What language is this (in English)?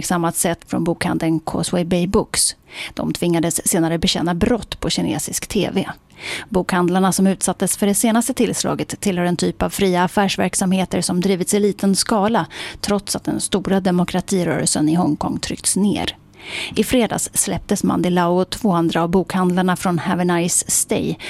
Swedish